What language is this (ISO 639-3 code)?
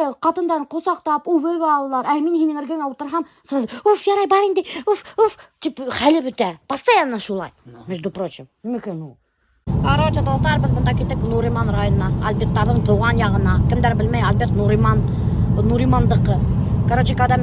bak